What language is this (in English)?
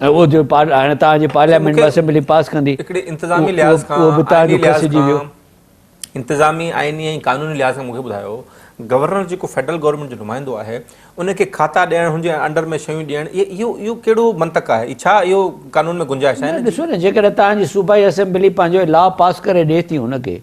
Sindhi